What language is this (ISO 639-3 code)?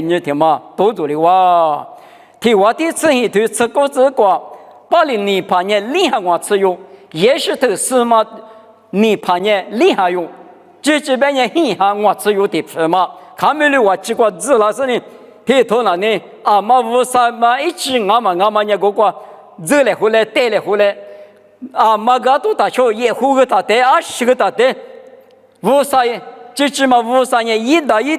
lis